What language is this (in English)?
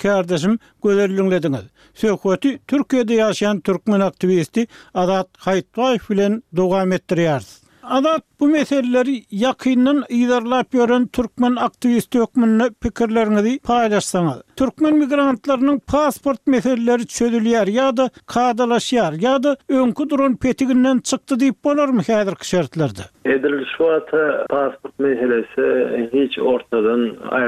Turkmen